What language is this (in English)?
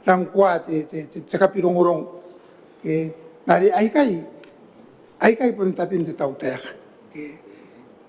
Gilbertese